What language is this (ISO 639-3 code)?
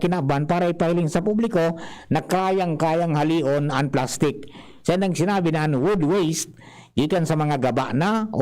bik